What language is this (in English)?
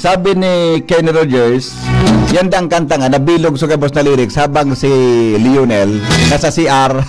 Bikol